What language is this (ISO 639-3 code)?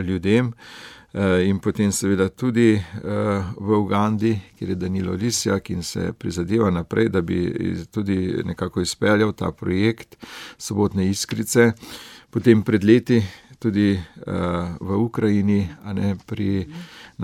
slv